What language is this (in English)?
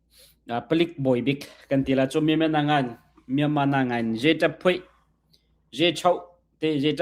Hakha Chin